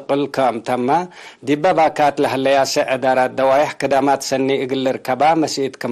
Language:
Tigre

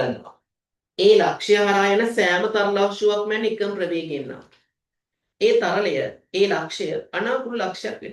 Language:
Sinhala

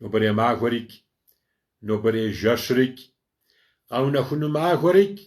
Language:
Kabardian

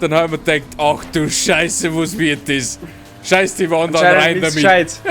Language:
Bavarian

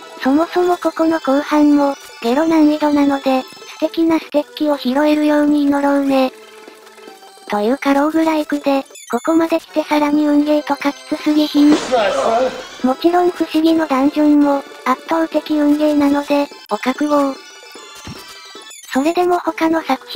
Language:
Japanese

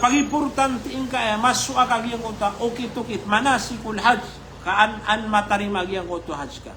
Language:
Maranao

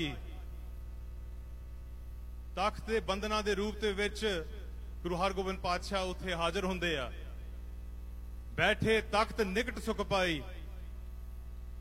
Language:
Punjabi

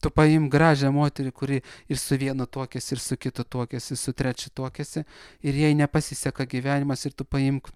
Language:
Lithuanian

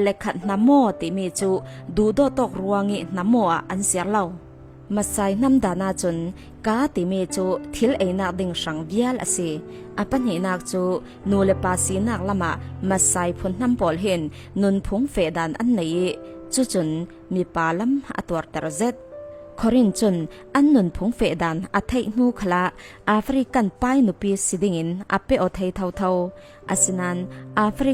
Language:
Falam Chin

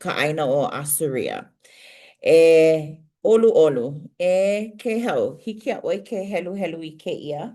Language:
Hawaiian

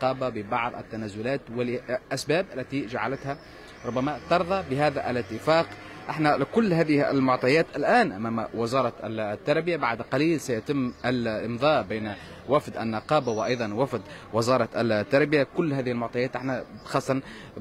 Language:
Tunisian Arabic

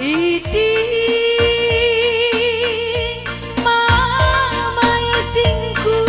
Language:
Batak Karo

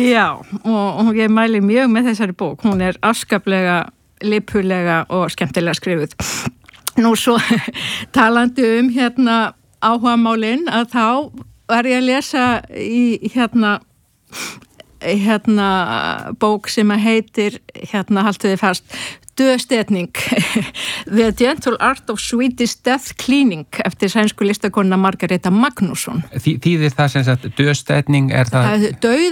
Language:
Icelandic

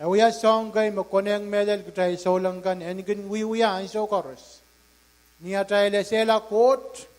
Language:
Pohnpeian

